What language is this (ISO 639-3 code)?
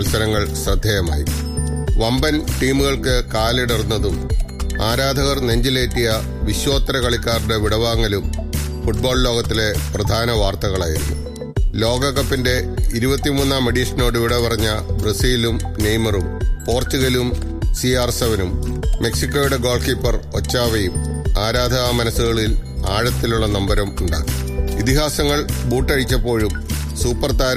mal